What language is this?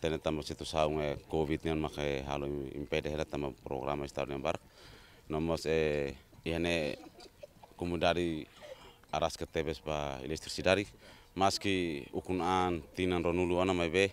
Tetum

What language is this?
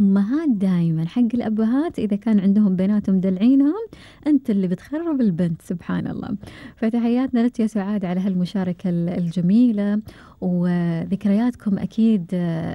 Gulf Arabic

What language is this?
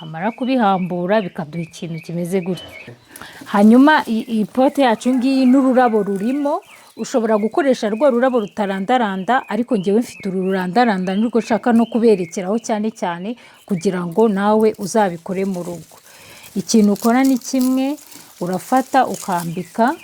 Kinyarwanda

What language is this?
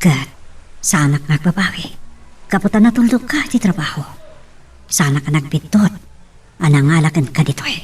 Iloko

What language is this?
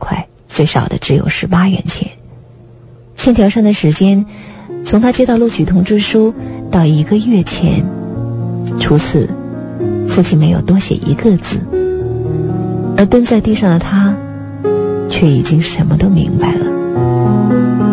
Chinese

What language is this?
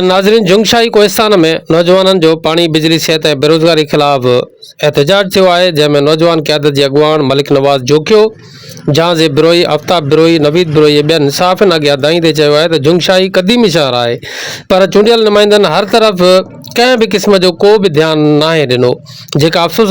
Sindhi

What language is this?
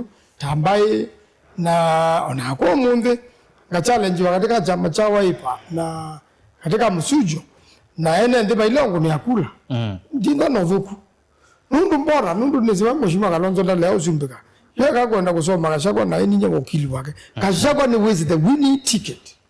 Kamba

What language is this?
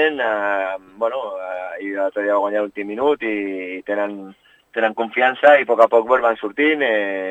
Catalan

